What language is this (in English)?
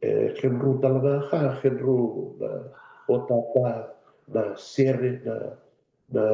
Fijian